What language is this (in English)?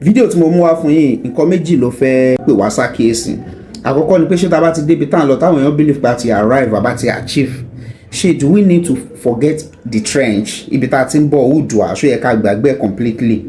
Yoruba